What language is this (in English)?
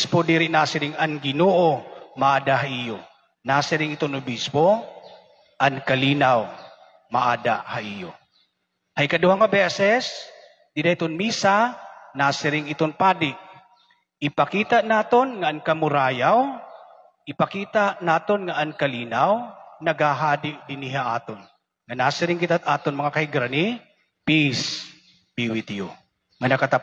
Waray